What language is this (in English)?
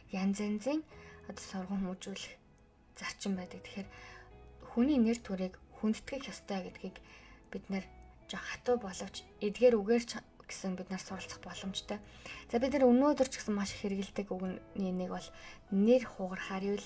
Mongolian